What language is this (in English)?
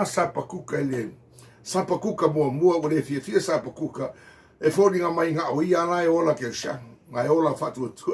Samoan